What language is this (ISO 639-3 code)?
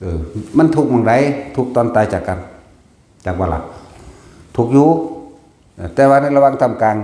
tts